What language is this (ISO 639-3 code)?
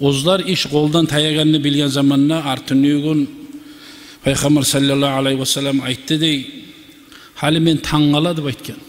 kum